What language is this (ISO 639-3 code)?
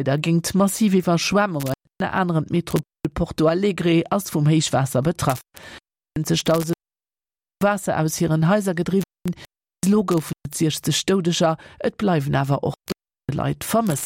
ltz